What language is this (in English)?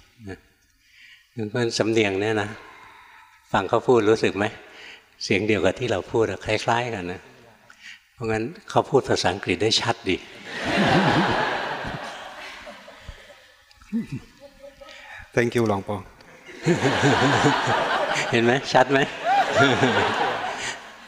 Thai